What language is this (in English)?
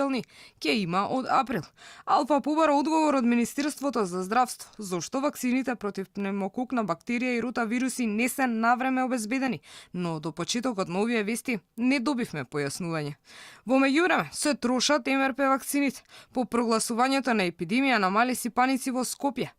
Macedonian